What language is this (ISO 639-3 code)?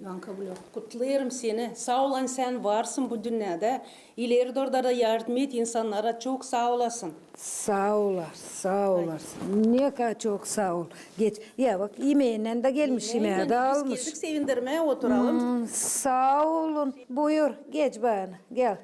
gag